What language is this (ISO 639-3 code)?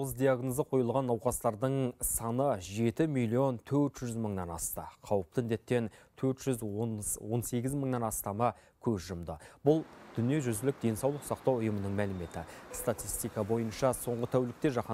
kaz